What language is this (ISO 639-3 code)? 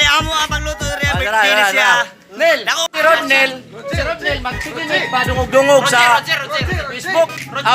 ceb